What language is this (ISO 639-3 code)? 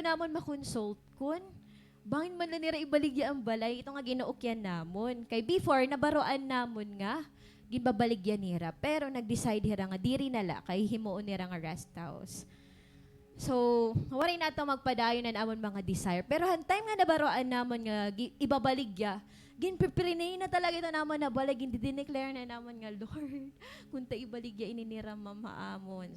war